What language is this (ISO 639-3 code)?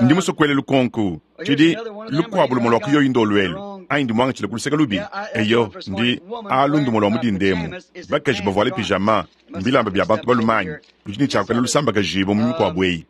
lua